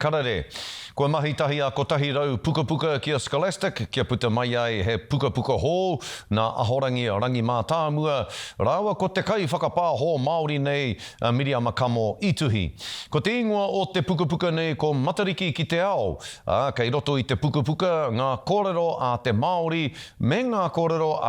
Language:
Māori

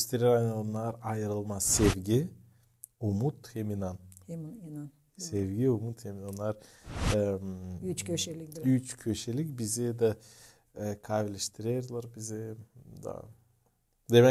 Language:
Gagauz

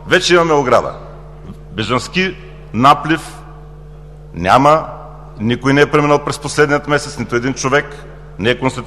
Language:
Bulgarian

